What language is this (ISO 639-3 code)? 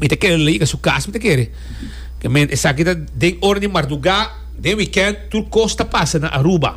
pap